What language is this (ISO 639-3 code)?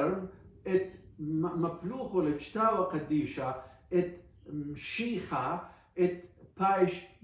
aii